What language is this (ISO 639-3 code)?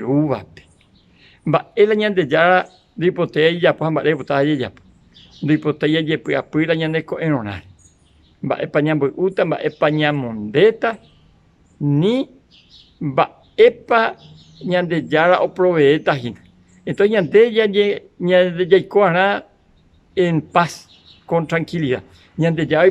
grn